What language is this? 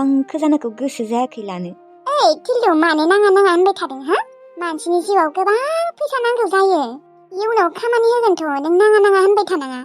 Bodo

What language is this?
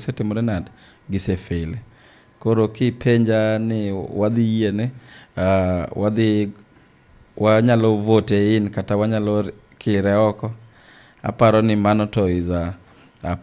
Luo (Kenya and Tanzania)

